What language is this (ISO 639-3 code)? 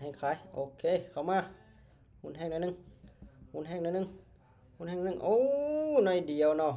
lao